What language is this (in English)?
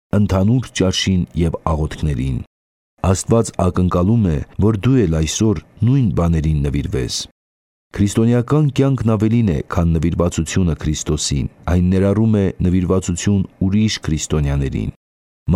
Armenian